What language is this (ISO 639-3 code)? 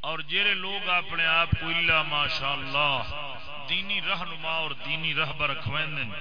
skr